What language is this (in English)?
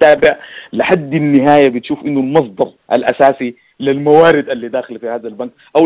Sudanese Arabic